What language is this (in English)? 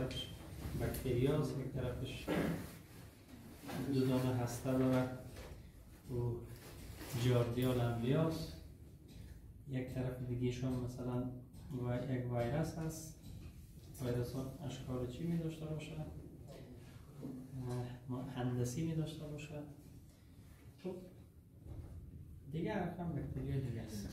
Persian